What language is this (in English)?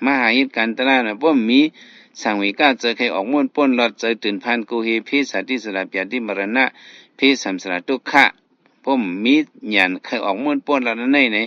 Shan